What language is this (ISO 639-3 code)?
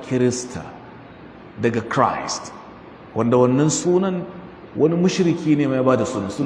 hau